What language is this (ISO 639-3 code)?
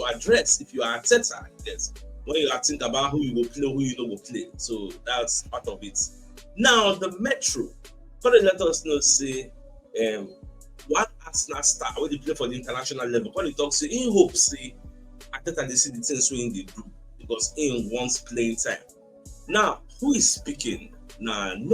pcm